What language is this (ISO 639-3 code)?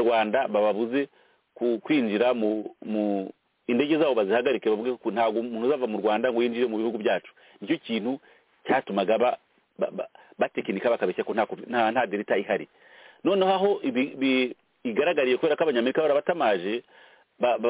kin